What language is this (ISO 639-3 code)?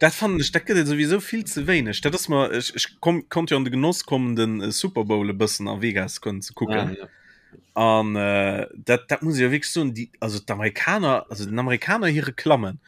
ltz